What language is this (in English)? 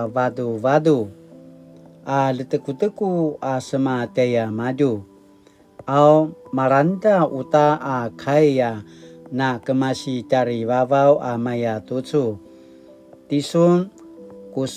Paiwan